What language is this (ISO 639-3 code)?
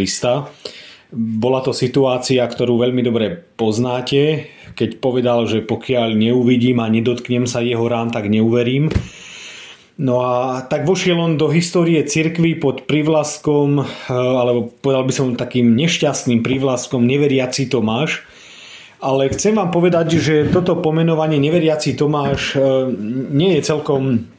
slk